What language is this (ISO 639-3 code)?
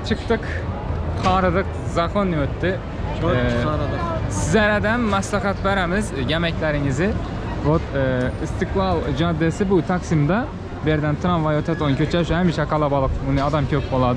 tuk